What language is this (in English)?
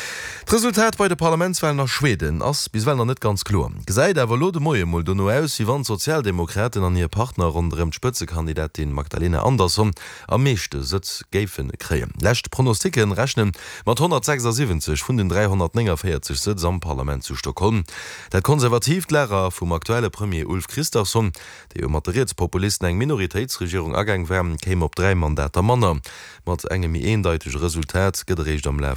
Luxembourgish